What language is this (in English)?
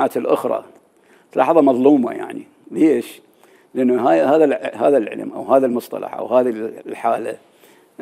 Mesopotamian Arabic